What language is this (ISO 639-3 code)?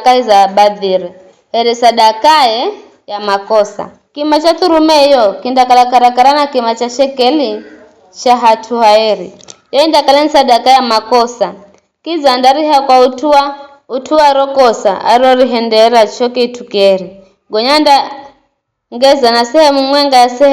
nyf